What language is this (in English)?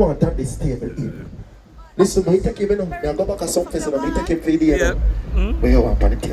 Jamaican Creole English